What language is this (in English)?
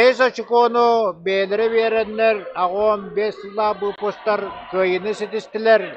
Yakut